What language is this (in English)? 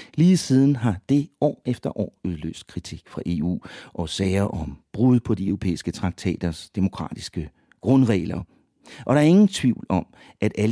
Danish